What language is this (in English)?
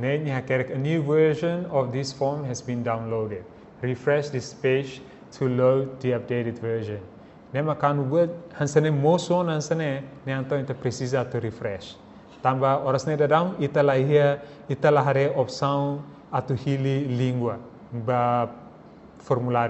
Tetum